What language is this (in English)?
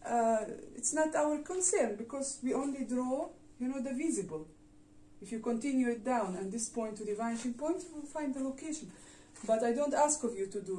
English